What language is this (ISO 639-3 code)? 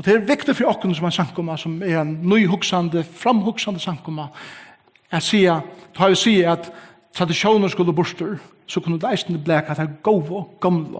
fao